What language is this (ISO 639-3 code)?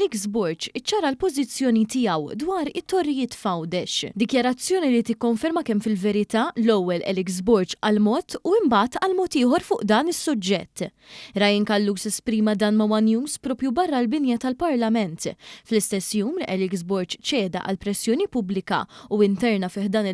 mlt